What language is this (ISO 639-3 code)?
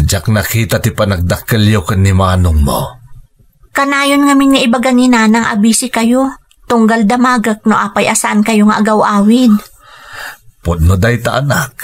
ilo